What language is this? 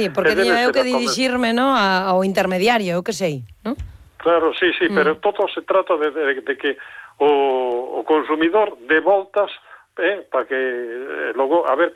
Galician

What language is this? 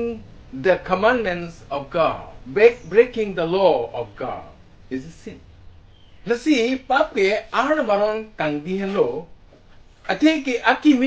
Karbi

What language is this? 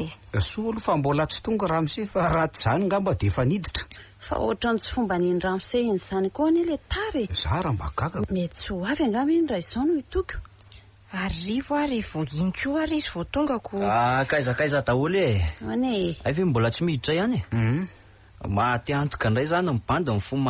Malagasy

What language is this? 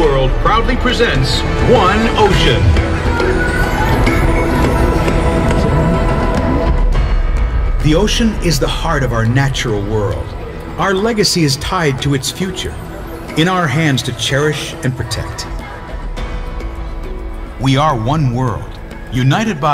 English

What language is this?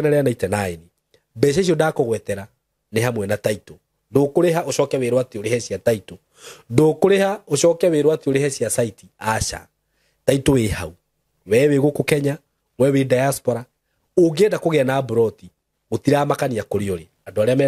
Kikuyu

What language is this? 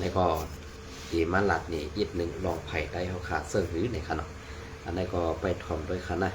Shan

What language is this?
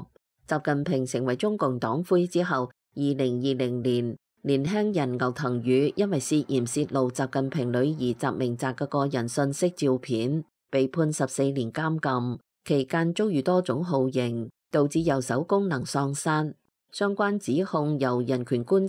Cantonese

